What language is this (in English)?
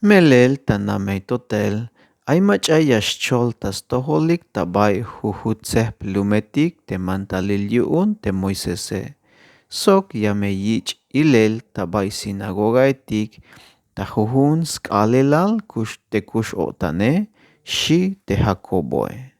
Tzeltal